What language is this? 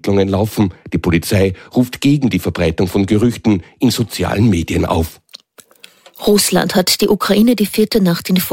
German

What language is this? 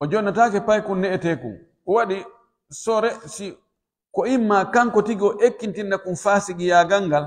Pular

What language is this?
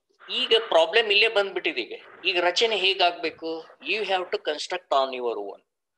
Kannada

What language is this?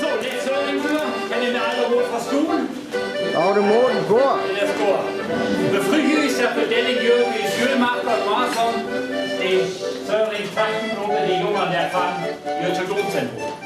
Northern Frisian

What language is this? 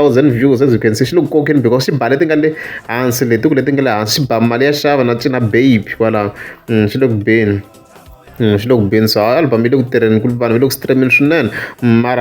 Tsonga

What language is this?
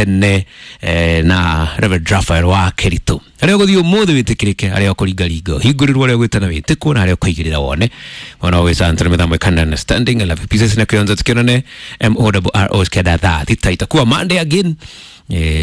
Kikuyu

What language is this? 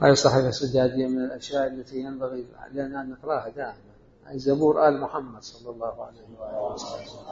Mesopotamian Arabic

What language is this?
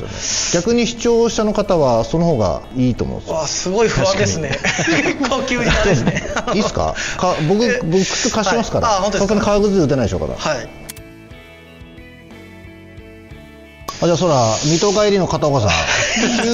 Japanese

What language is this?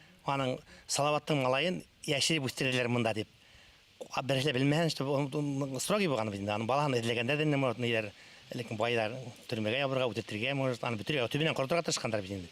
Bashkir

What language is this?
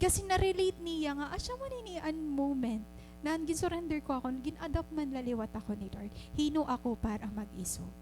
Waray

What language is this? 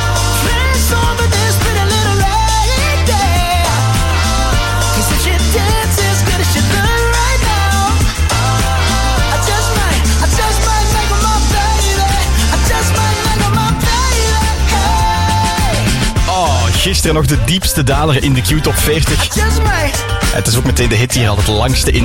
Dutch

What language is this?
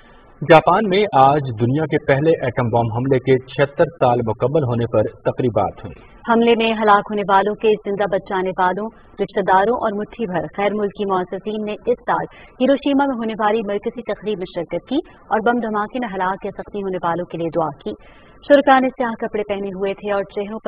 Urdu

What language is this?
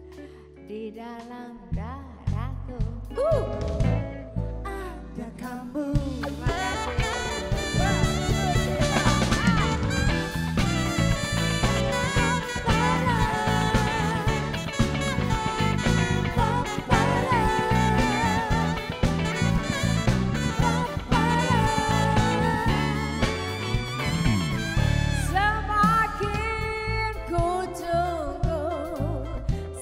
Indonesian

